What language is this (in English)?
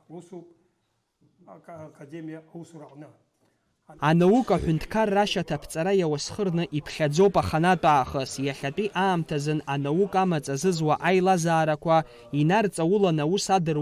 Abkhazian